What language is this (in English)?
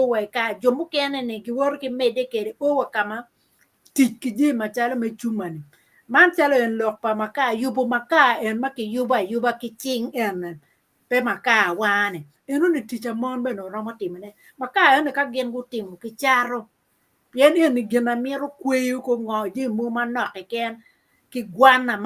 Acoli